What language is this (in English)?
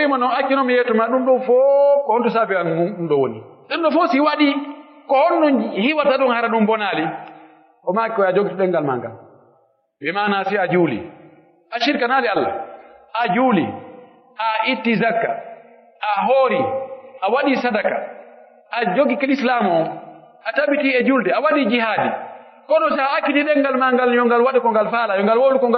Pular